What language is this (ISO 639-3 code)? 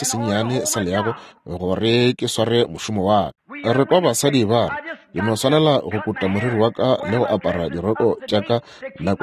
nso